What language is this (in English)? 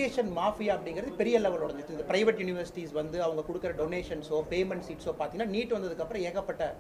Tamil